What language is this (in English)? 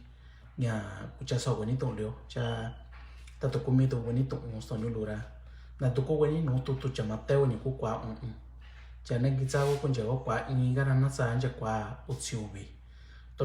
Mixtepec Mixtec